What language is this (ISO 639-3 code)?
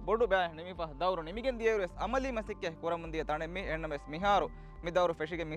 div